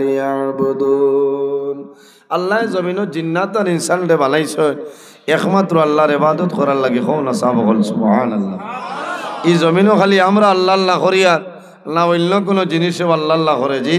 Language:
Sylheti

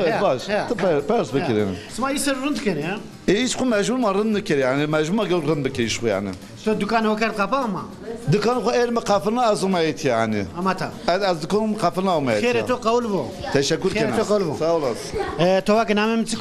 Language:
Zaza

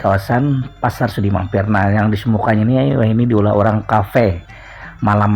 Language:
Banjar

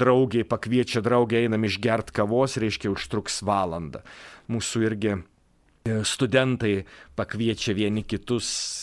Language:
Lithuanian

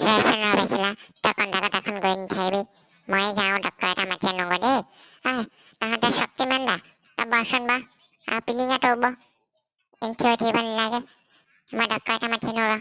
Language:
Assamese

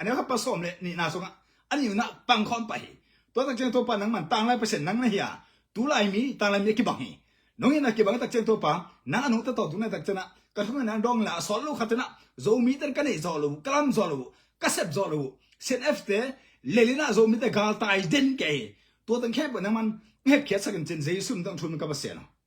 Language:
Tedim Chin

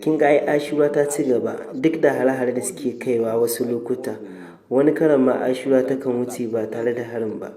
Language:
Hausa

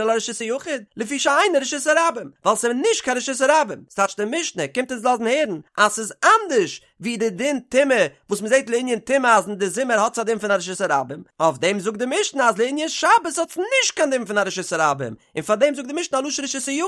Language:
Yiddish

